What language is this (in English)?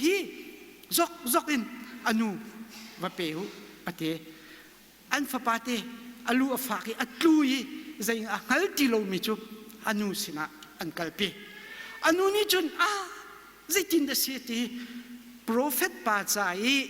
Hakha Chin